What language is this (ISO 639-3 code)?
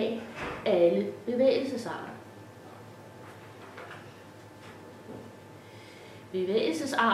dan